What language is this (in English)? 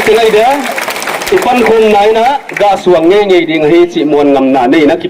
Paite Chin